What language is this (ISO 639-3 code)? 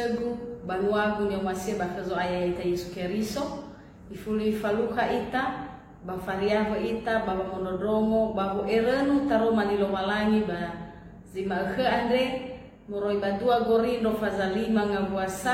nia